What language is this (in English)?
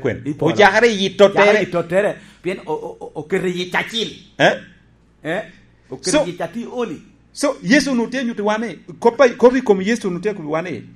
Lango (Uganda)